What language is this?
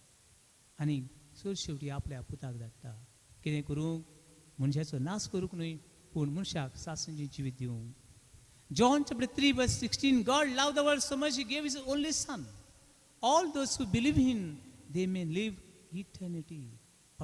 Konkani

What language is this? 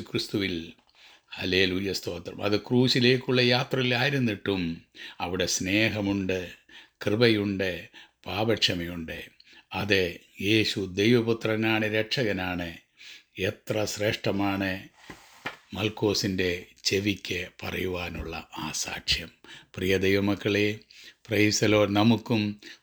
Malayalam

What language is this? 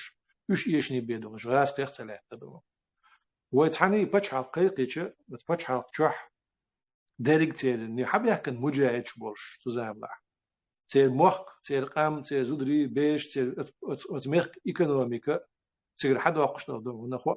Chechen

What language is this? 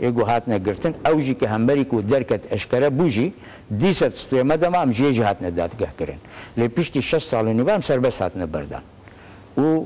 Kurdish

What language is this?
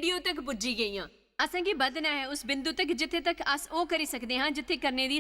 Dogri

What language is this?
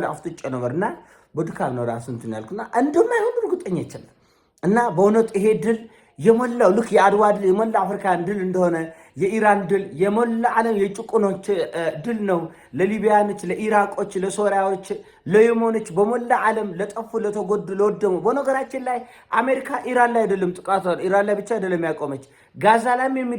Amharic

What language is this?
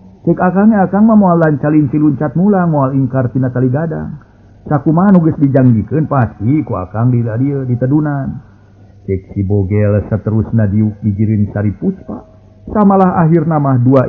Sundanese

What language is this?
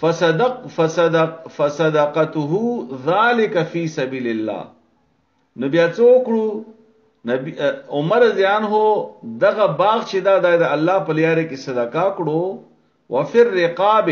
Pashto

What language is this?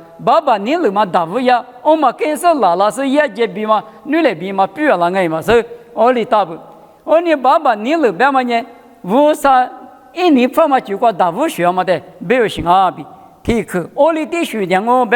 Lisu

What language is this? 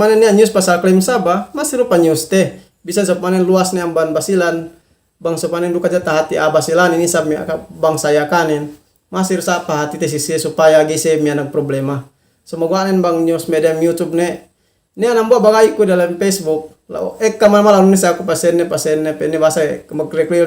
Yakan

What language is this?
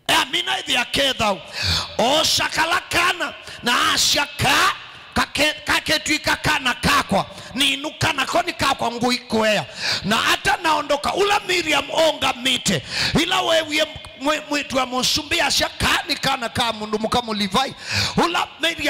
Kamba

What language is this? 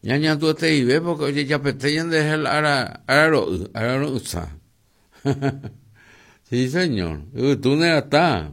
Guarani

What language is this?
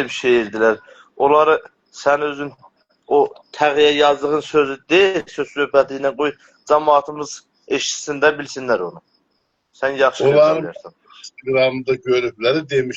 South Azerbaijani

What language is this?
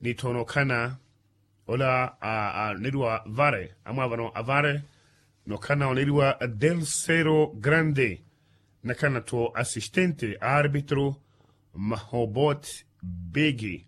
Makhuwa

